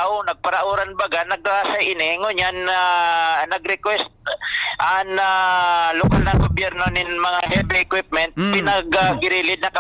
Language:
Bikol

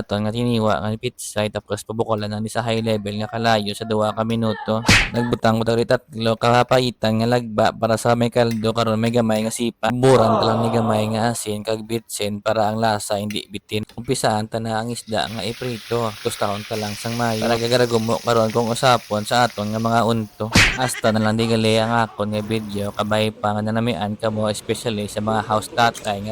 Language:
Hiligaynon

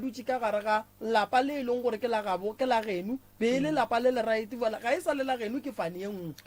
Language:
Northern Sotho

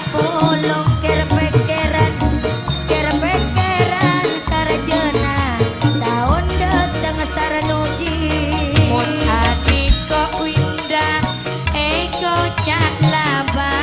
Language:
Madurese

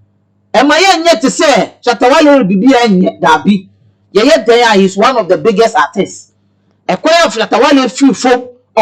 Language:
Akan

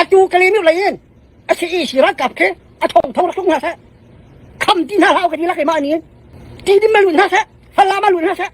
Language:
Falam Chin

